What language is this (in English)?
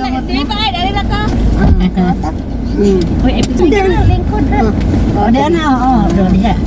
Cebuano